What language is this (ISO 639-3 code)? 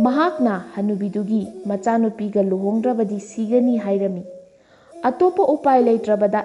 mni